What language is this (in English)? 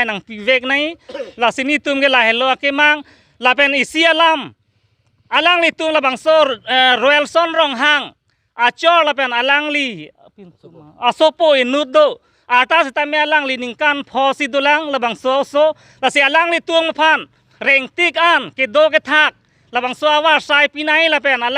Karbi